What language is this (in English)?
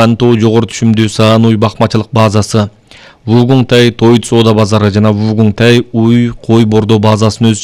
Kyrgyz